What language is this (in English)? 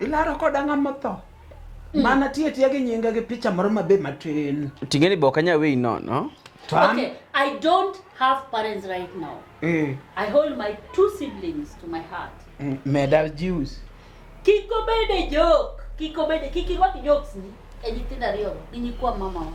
Luo (Kenya and Tanzania)